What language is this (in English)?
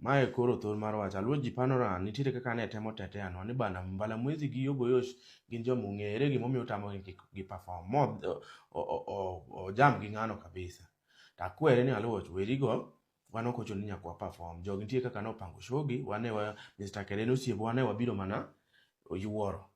Luo (Kenya and Tanzania)